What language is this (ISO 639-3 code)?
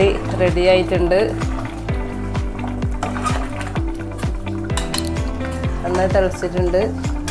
mal